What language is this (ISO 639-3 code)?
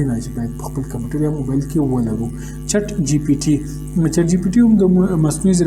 pus